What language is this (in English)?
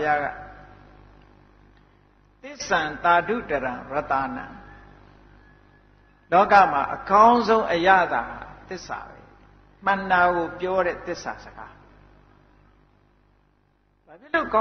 Burmese